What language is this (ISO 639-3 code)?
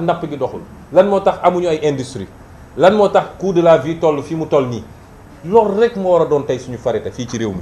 wol